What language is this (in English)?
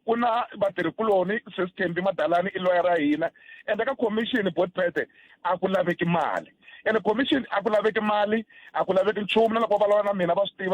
Tsonga